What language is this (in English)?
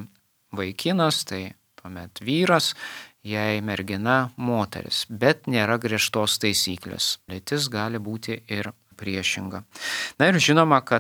Lithuanian